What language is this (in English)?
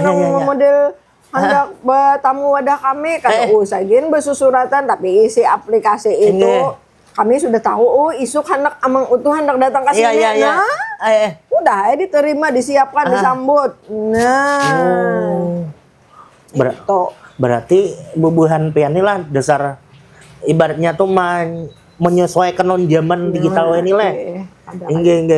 Banjar